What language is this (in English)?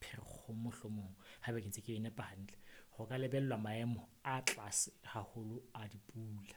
Southern Sotho